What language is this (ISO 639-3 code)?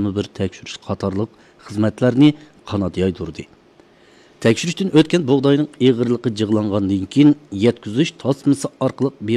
uig